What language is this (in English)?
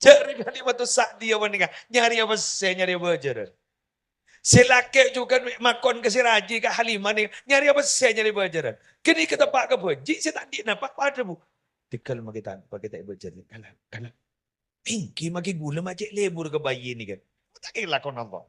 Madurese